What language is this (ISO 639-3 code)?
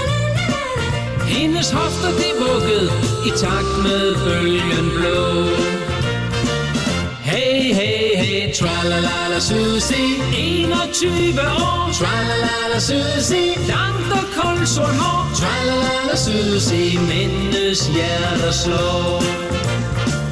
dan